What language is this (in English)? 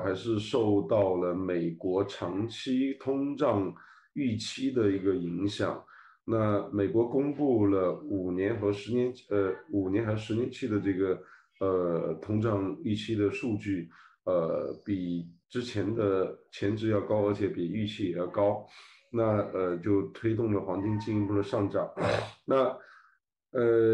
Chinese